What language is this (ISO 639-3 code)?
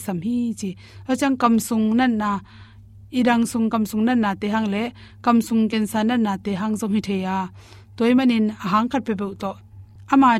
ctd